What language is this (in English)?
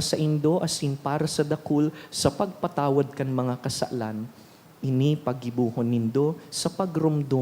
Bikol